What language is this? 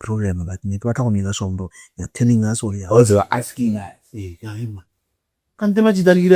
Tswana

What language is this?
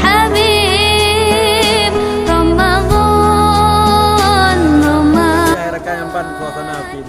Achinese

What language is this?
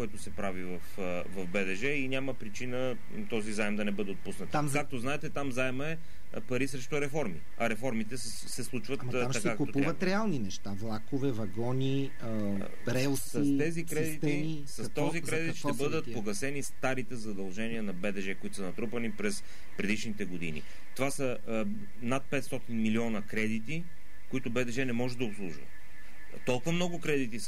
Bulgarian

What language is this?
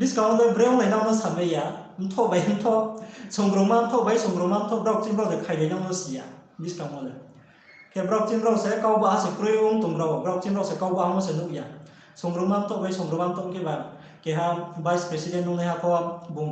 Riang (India)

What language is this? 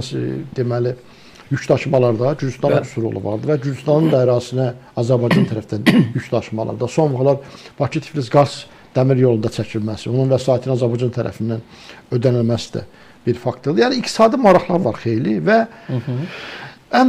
Azerbaijani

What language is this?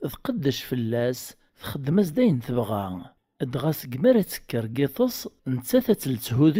Kabyle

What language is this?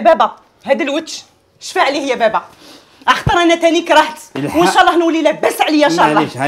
Algerian Arabic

